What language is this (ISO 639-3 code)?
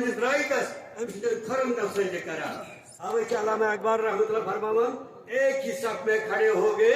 kas